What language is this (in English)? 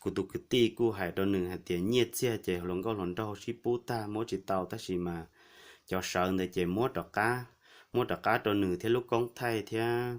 Hmong